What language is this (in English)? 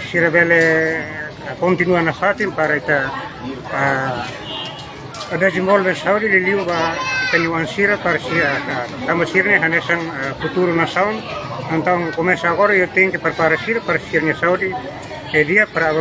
Tetum